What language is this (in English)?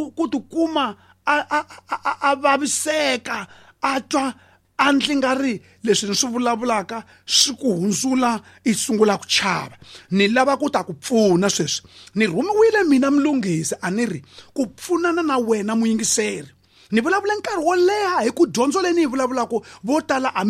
Tsonga